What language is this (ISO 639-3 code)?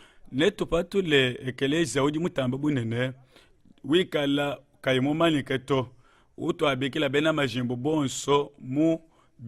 lua